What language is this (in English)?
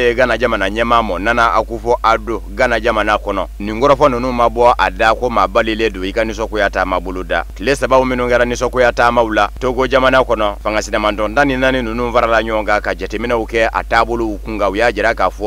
Bambara